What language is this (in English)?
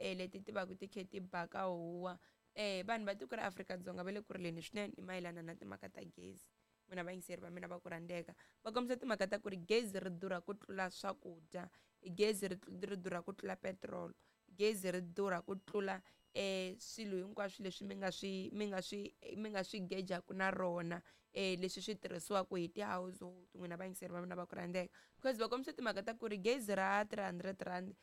Tsonga